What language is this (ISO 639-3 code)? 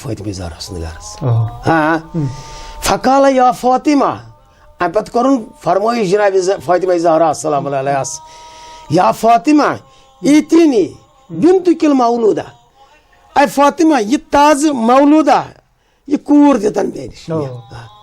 kas